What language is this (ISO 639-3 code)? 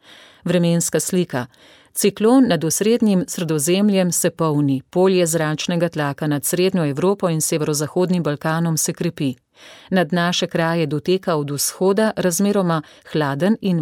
slv